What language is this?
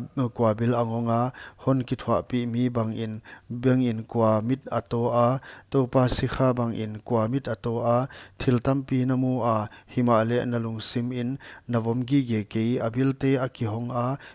Paite Chin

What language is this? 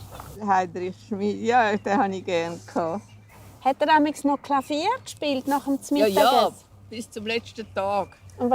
Romansh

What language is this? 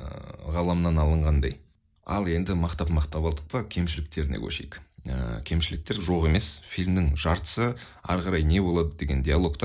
Kazakh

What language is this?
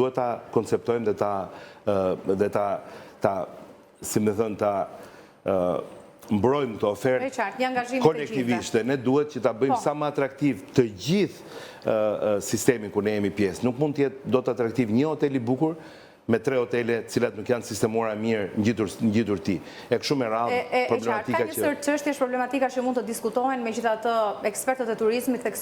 Albanian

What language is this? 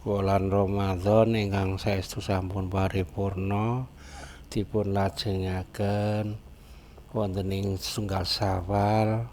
Javanese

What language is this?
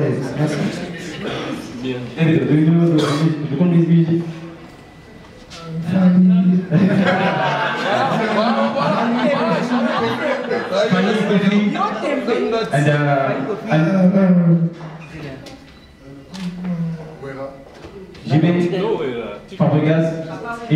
French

